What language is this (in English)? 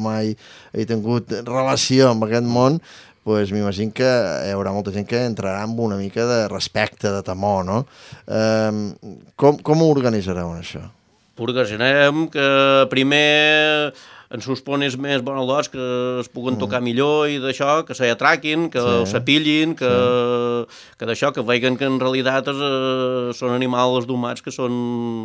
Catalan